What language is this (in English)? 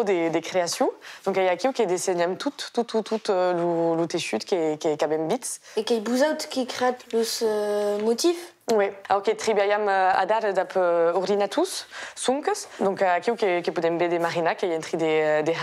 Occitan